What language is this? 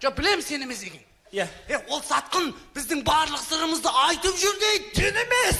Kara-Kalpak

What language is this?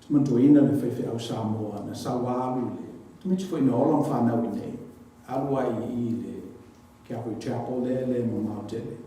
Samoan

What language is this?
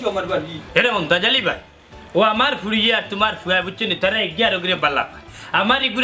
Sylheti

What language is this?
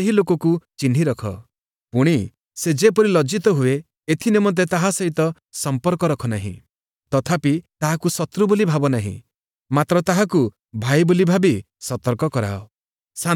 Odia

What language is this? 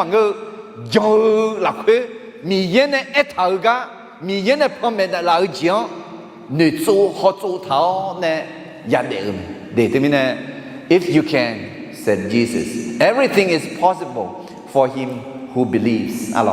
Akha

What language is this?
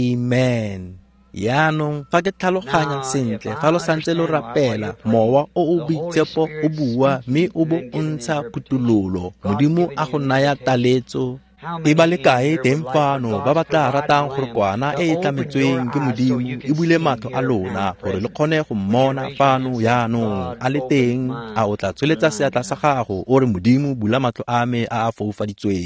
Tswana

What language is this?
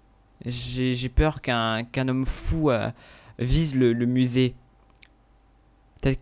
French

